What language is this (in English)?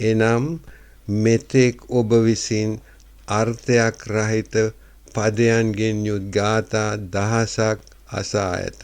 Sinhala